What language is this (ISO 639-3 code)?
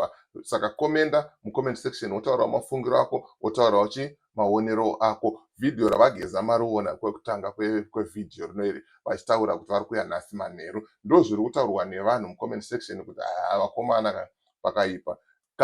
sna